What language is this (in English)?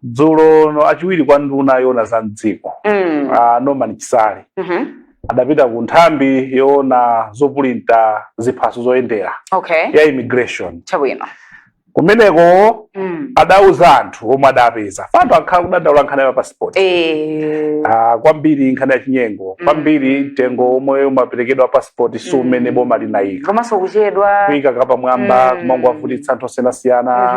Nyanja